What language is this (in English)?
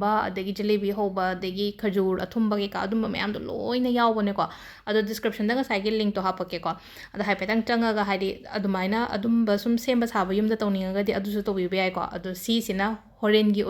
Manipuri